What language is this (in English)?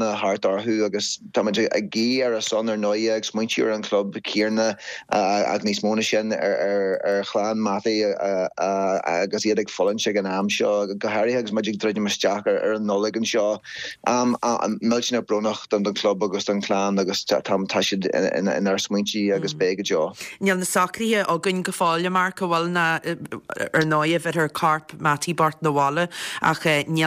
Irish